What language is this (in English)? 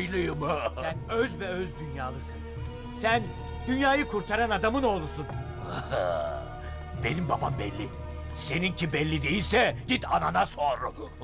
Turkish